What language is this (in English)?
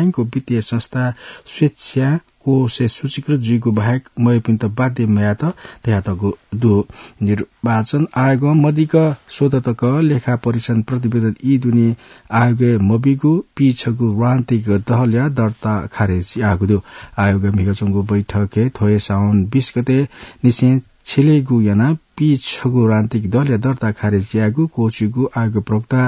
Newari